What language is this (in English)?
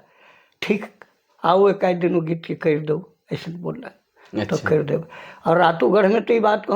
Sadri